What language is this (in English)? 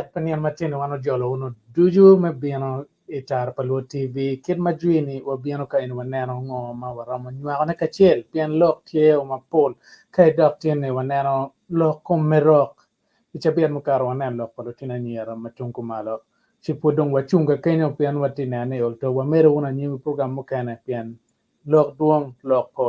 Acoli